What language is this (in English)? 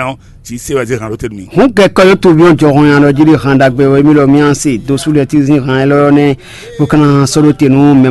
Fon